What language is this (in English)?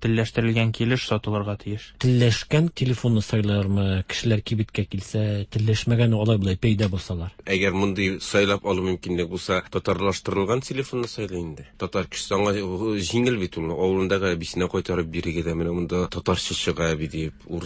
Tatar